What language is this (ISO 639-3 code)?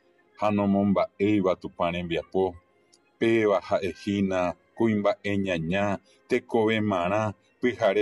grn